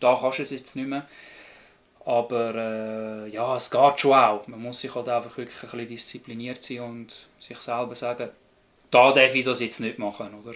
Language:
Swiss German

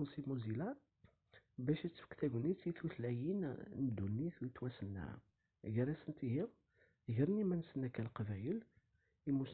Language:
Kabyle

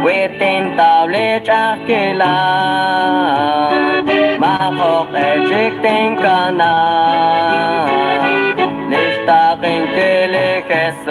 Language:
Kekchí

